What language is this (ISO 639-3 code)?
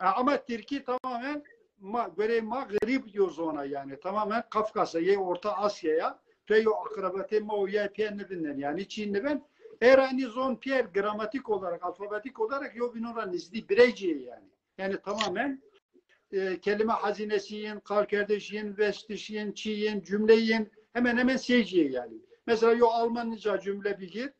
zza